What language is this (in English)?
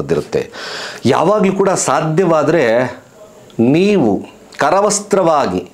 Kannada